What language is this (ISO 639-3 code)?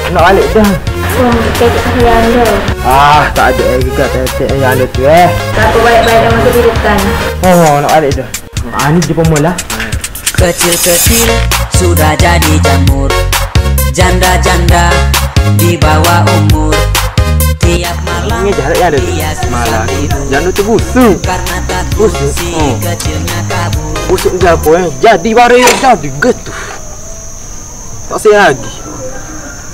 msa